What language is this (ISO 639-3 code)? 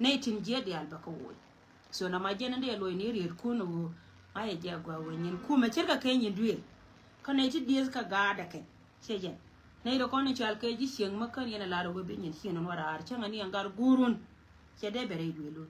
nus